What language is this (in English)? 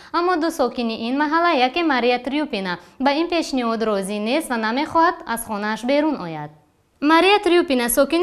Tajik